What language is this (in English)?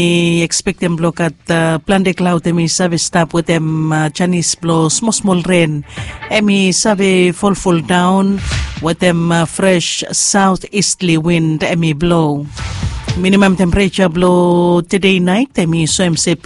Bislama